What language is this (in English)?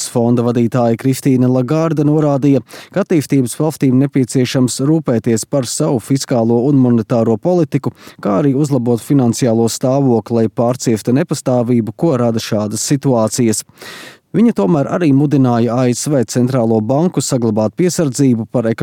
Latvian